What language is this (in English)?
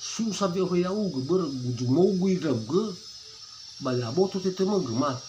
Nias